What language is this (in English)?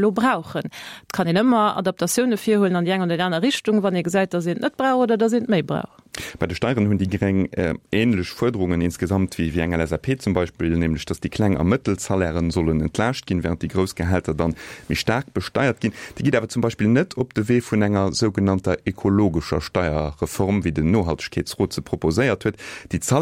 Luxembourgish